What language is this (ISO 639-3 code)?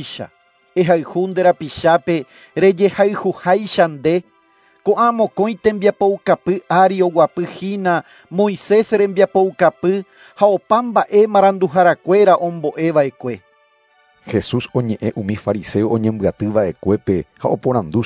grn